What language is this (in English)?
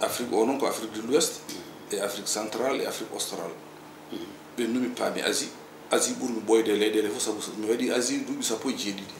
Fula